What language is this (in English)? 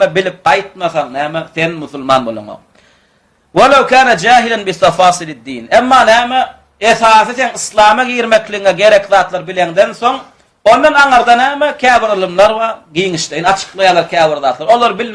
Turkmen